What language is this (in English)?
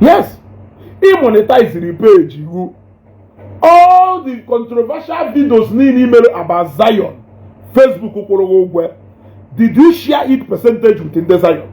Igbo